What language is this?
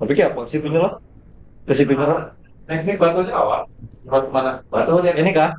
Banjar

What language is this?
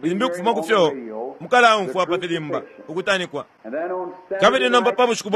Bemba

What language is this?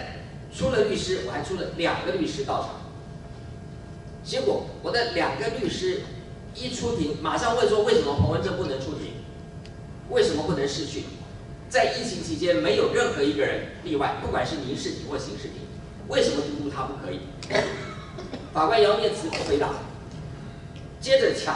Chinese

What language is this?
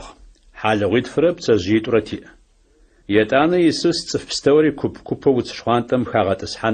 Adyghe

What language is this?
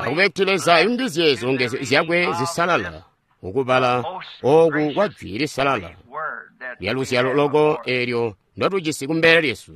Tonga (Zambia)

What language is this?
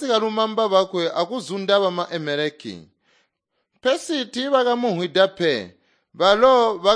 Tonga (Zambia)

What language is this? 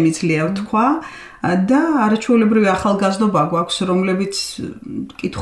Georgian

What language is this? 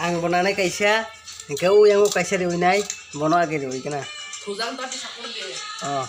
Kok Borok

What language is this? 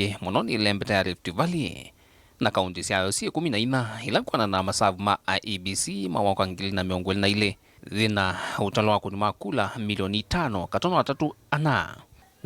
Kamba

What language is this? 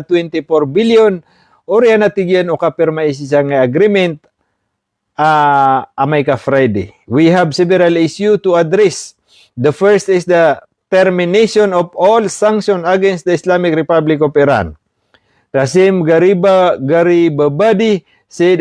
Maranao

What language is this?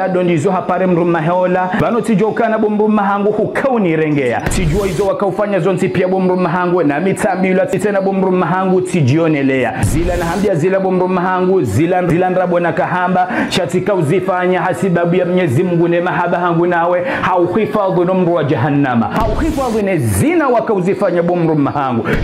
Ngazidja Comorian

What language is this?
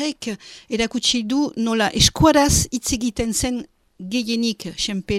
Basque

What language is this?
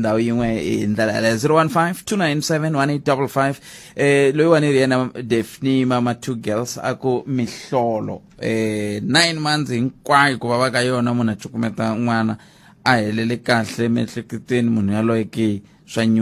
Tsonga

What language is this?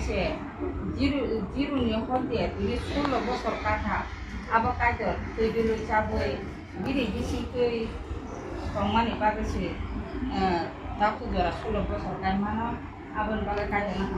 Kok Borok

